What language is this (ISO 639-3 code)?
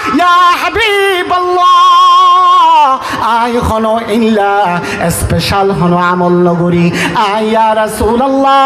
rhg